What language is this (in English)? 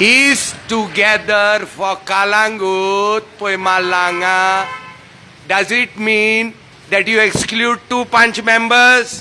Konkani